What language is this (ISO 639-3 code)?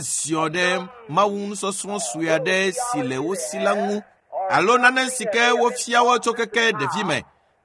ewe